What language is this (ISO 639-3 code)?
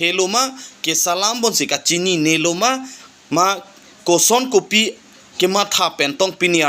mjw